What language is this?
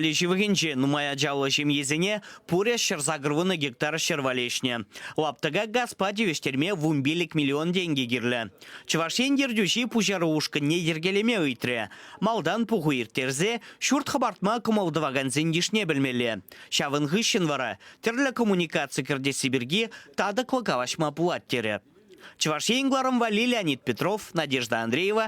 Chuvash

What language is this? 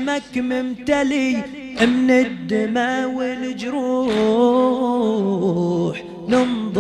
Arabic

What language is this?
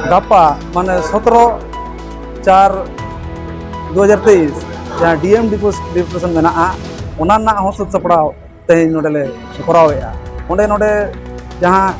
Santali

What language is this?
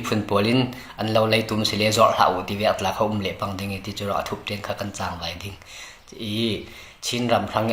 Falam Chin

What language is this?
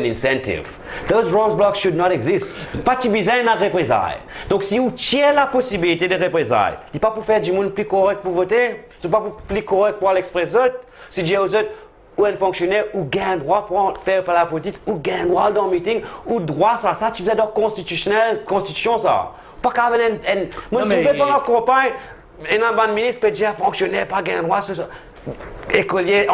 Morisyen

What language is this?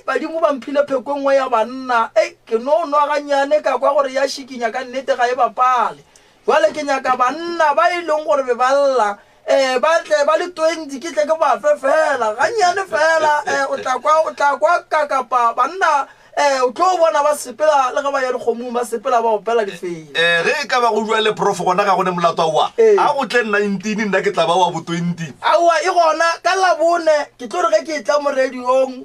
Northern Sotho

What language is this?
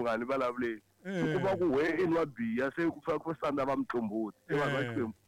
Tsonga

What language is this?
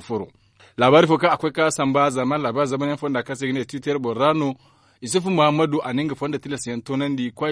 Zarma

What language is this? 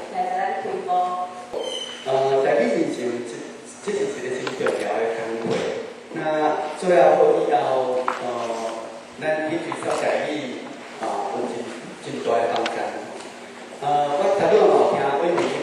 Min Nan Chinese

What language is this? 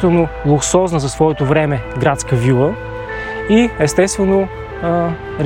Bulgarian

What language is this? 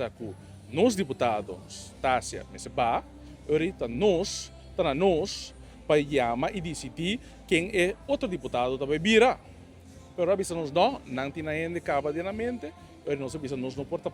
Papiamento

